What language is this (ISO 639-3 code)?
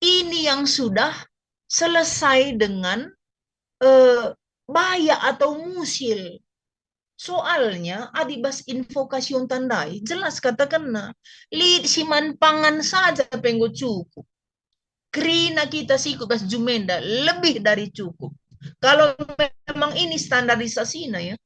btx